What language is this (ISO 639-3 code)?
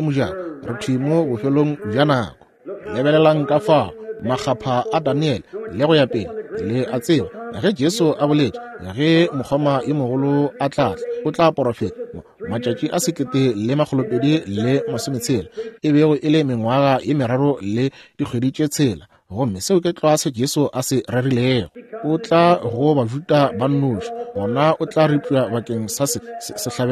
nso